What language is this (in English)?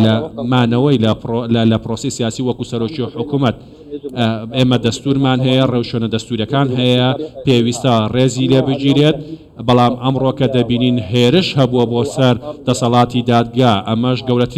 Central Kurdish